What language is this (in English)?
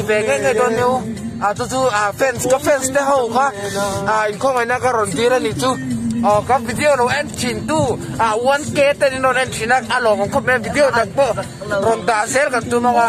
Mizo